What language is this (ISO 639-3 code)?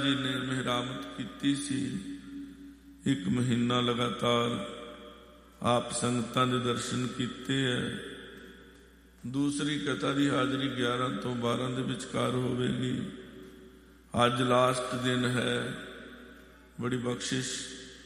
pan